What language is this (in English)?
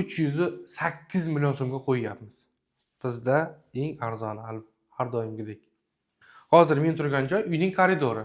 Uzbek